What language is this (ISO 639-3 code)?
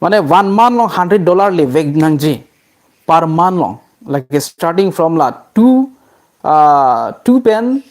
mjw